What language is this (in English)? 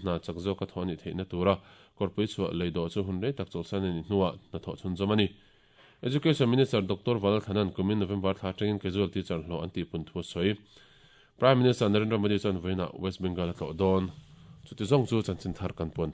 Mizo